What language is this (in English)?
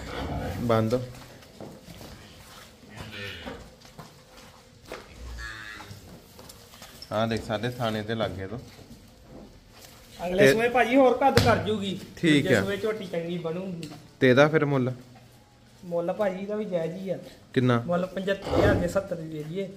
Punjabi